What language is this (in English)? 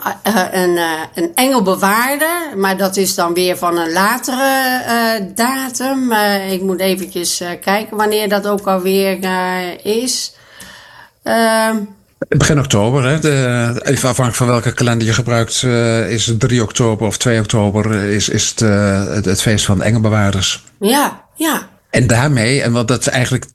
Dutch